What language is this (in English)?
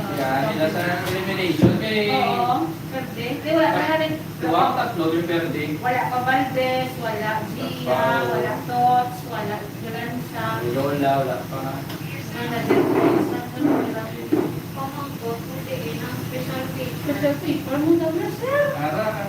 Hiligaynon